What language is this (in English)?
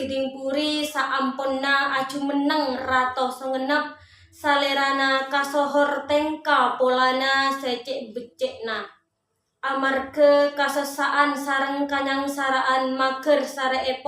Madurese